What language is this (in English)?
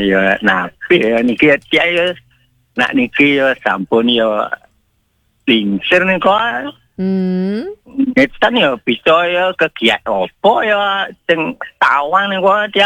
Balinese